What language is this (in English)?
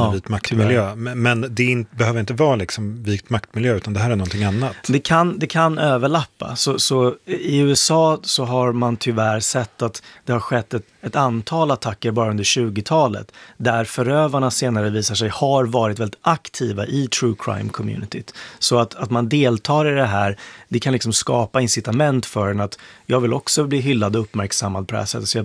Swedish